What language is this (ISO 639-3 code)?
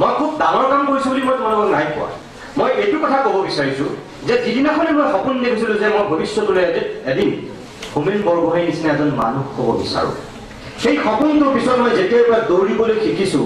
asm